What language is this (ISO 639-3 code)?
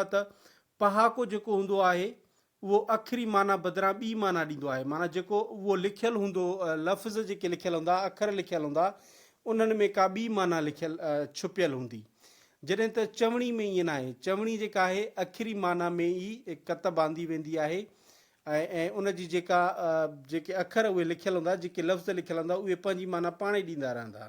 snd